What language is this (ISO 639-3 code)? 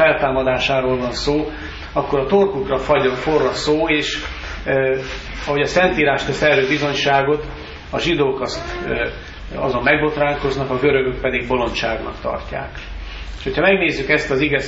hun